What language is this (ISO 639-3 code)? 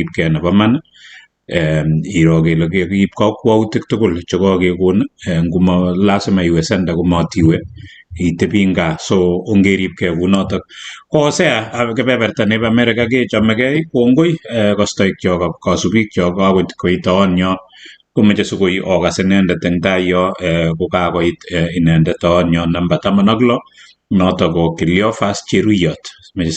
kln